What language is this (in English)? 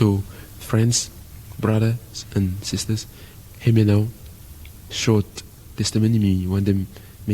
Bislama